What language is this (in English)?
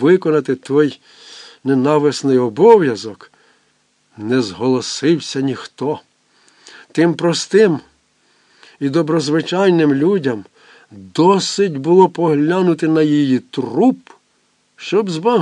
Ukrainian